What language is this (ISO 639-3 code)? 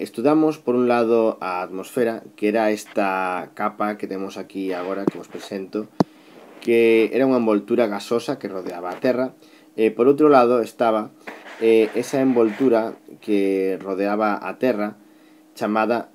glg